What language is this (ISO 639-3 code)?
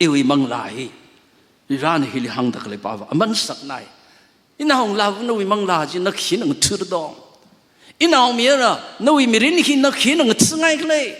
nmf